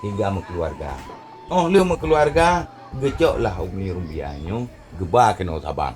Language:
Achinese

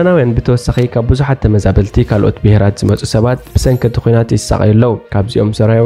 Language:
Tigrinya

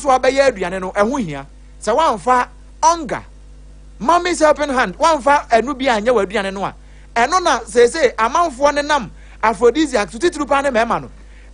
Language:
Akan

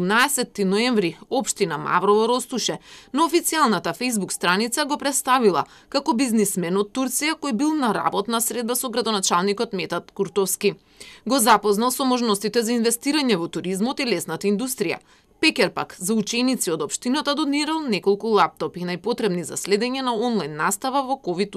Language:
Macedonian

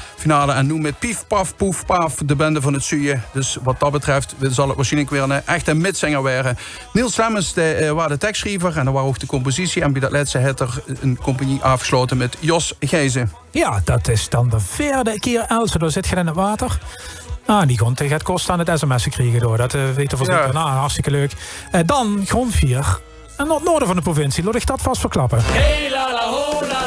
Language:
Limburgish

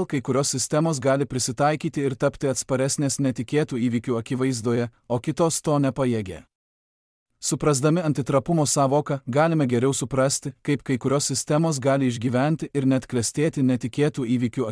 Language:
Lithuanian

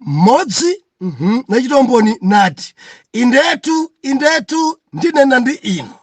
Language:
Nyanja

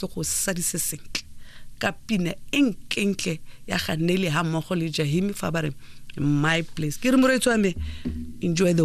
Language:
Tswana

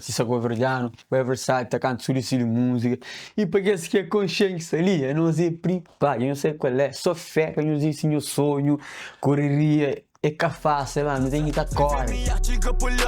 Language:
Kabuverdianu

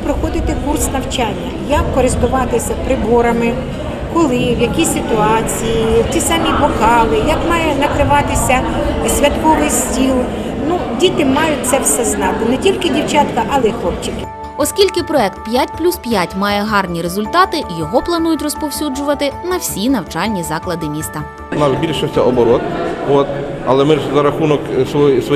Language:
Ukrainian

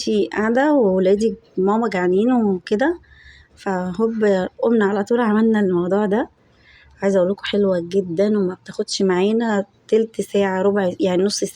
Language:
Egyptian Arabic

